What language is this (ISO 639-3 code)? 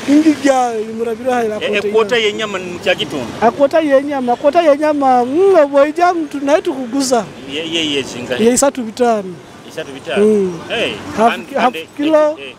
nyo